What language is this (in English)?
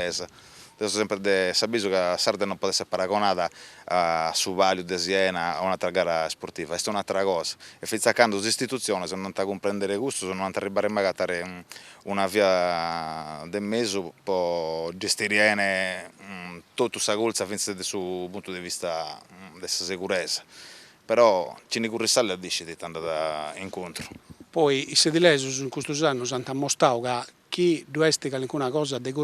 Sardinian